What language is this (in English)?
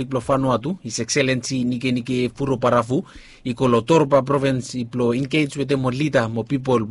Bislama